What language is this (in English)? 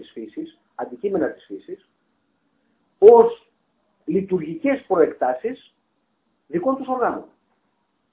Greek